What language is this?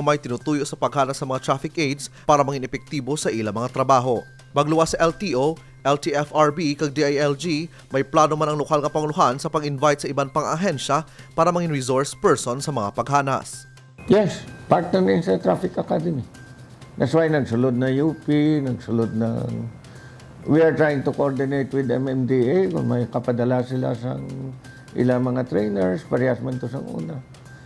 Hiligaynon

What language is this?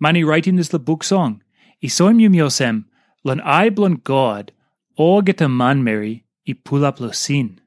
Tok Pisin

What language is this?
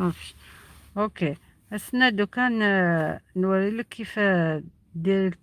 Algerian Arabic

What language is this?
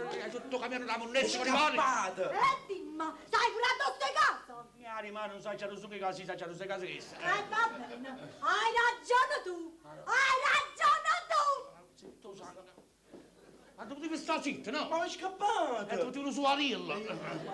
Neapolitan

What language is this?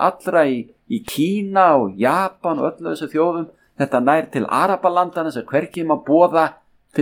Icelandic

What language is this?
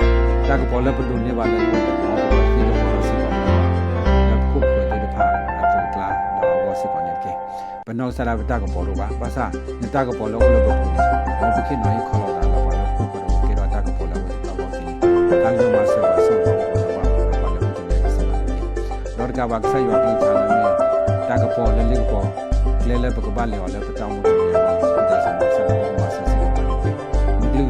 S'gaw Karen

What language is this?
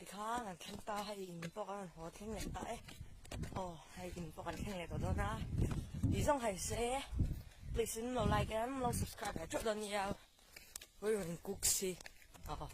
Mizo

